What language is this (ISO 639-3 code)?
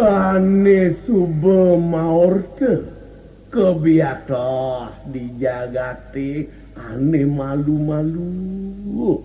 ban